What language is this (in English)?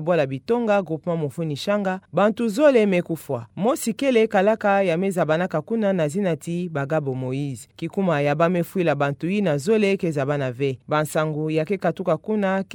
Kituba (Democratic Republic of Congo)